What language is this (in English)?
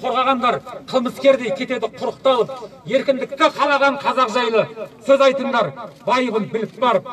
Kazakh